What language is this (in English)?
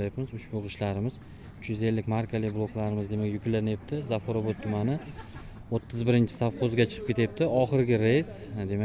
Uzbek